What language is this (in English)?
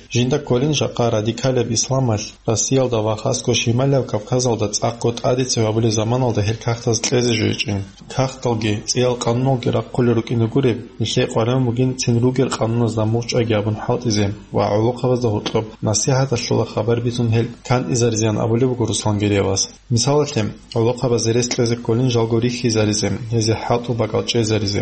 Avaric